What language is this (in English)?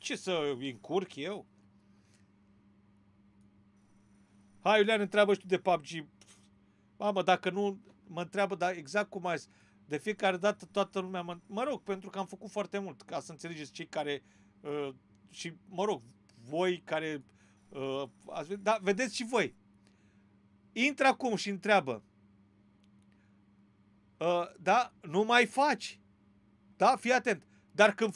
Romanian